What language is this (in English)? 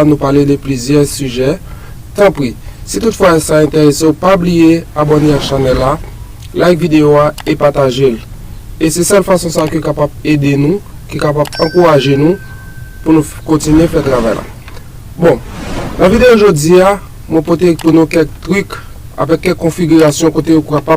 Haitian Creole